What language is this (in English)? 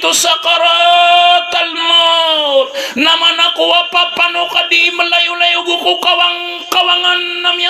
Maranao